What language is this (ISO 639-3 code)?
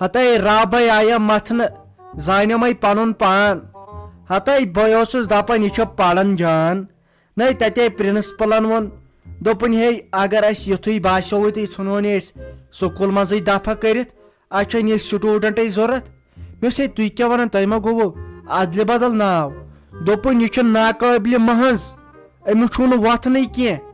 kas